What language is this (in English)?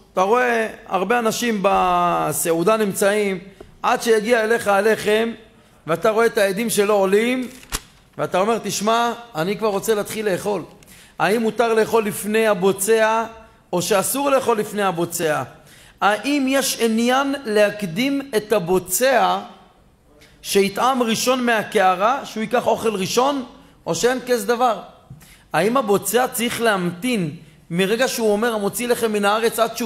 Hebrew